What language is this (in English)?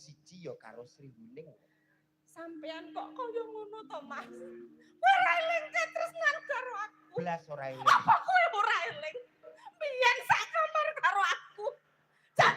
Javanese